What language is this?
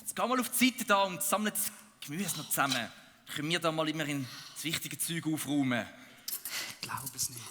Swiss German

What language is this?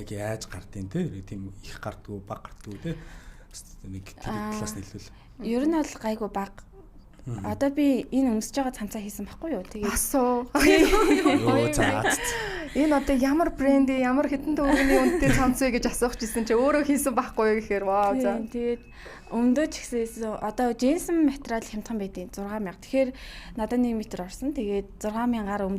Mongolian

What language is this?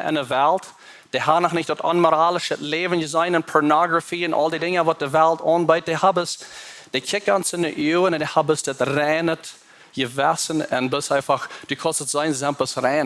Plautdietsch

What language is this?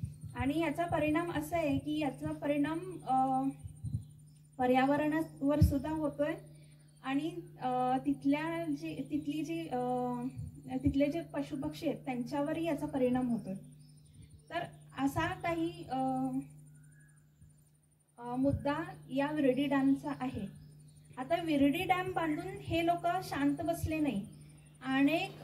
Marathi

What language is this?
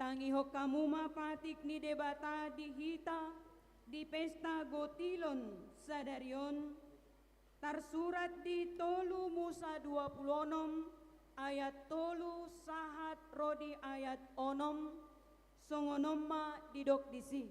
Batak Toba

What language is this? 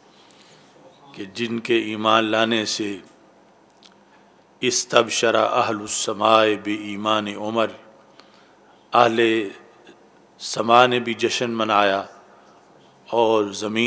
Urdu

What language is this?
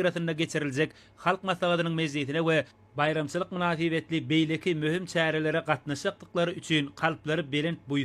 Turkmen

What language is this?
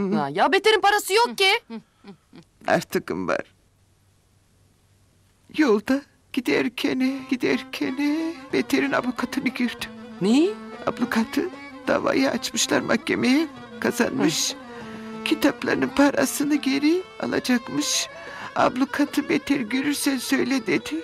Turkish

